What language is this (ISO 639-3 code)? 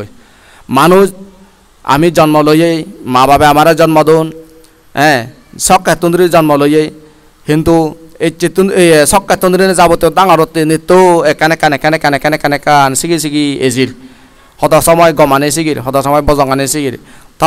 ccp